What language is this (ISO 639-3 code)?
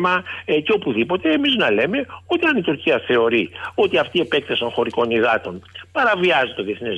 ell